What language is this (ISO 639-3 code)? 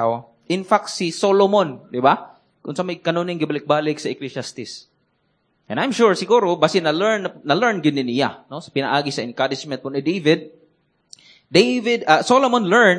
ceb